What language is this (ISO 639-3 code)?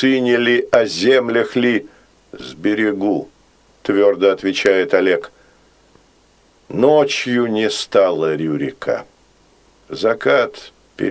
rus